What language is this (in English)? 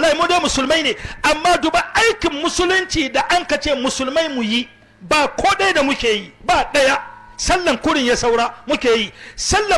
Hausa